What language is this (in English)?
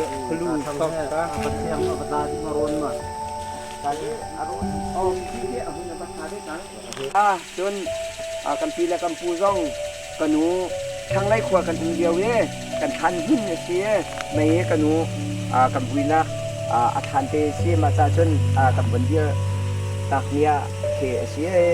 Hakha Chin